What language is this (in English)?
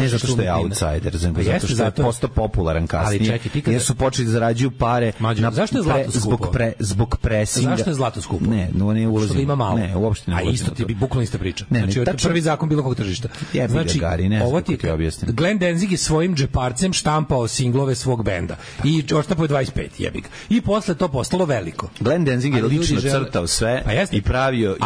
Serbian